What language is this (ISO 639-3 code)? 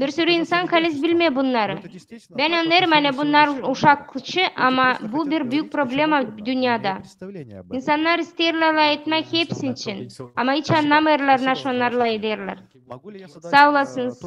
gag